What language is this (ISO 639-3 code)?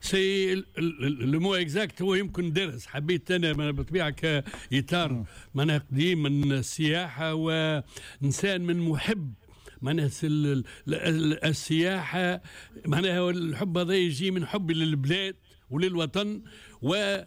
aeb